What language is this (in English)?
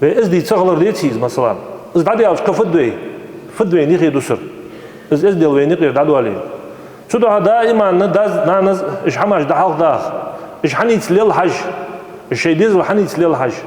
Ingush